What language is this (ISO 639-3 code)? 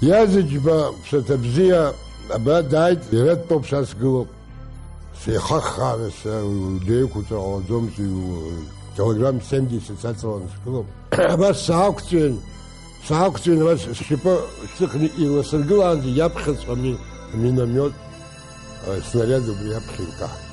abk